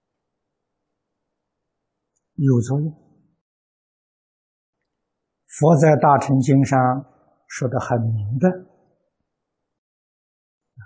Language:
Chinese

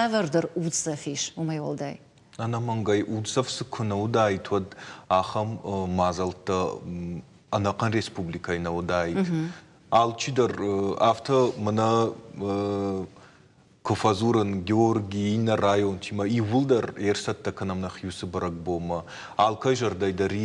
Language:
Ossetic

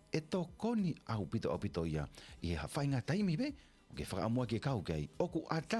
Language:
Tongan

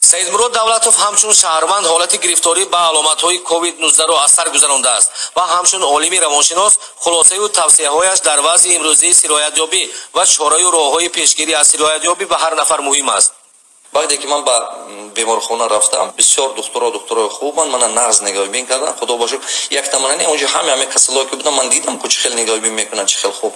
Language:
Tajik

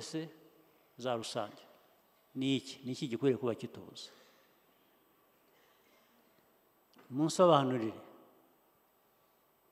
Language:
Kinyarwanda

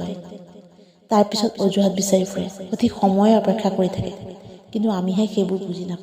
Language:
Assamese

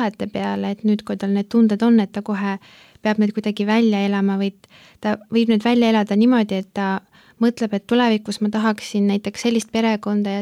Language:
Estonian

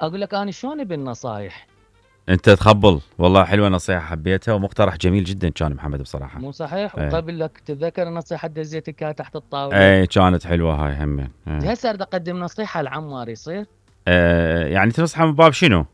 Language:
Mesopotamian Arabic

